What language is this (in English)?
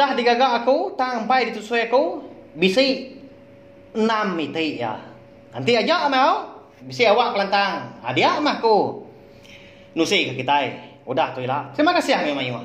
Iban